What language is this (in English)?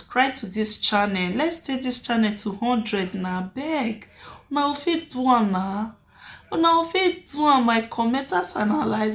Nigerian Pidgin